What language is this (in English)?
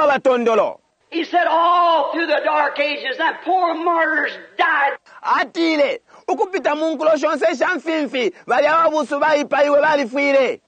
Bemba